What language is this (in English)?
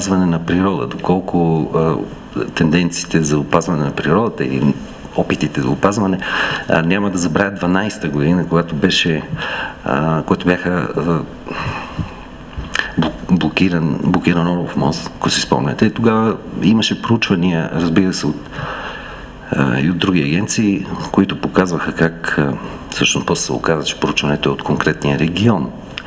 Bulgarian